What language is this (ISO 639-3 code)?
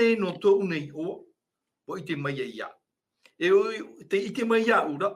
tah